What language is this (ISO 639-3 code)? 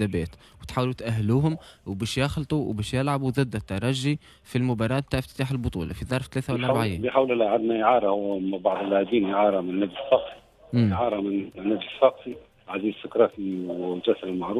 aeb